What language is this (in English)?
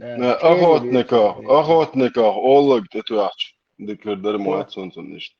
Chechen